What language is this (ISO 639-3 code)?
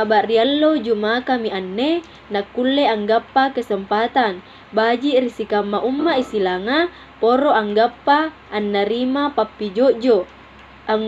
mak